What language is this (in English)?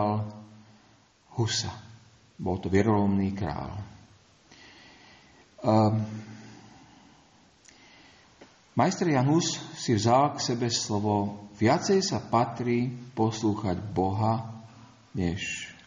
Slovak